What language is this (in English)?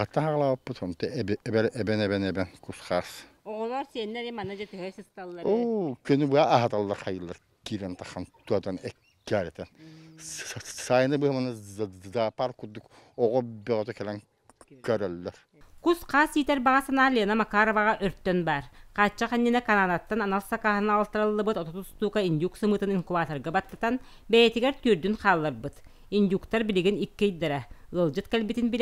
Yakut